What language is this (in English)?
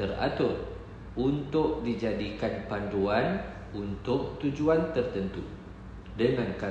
Malay